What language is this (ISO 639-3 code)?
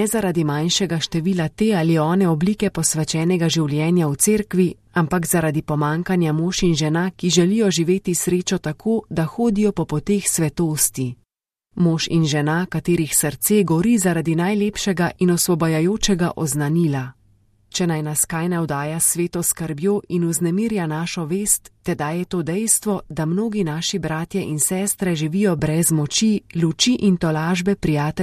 slv